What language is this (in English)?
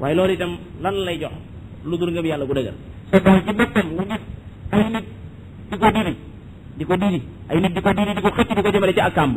Wolof